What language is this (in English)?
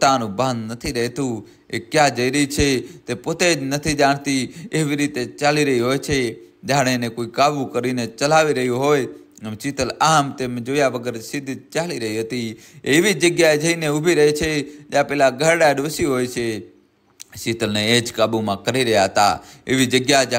Gujarati